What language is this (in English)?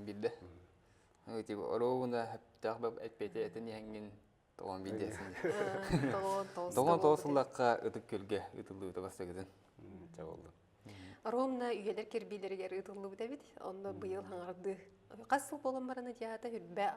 Yakut